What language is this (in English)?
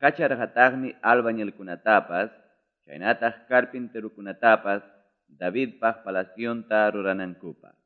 Ayacucho Quechua